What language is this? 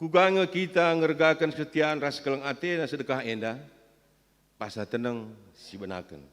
Batak Karo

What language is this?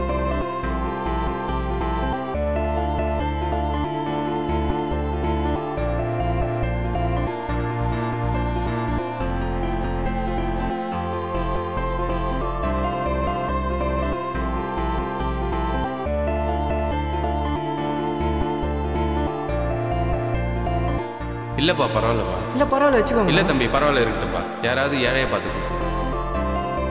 Tamil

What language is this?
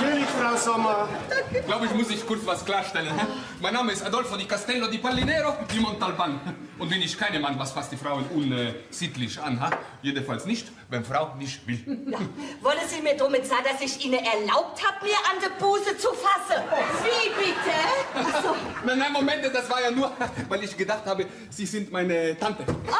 Bavarian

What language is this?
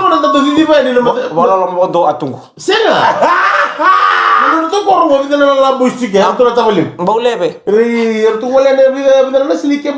Fijian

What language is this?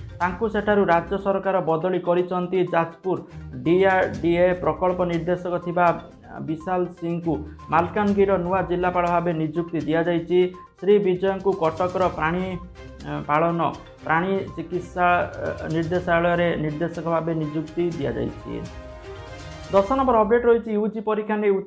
Odia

